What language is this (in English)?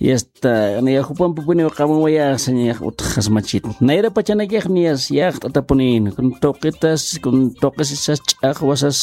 Aymara